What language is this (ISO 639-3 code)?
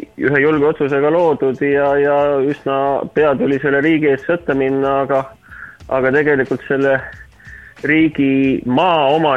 est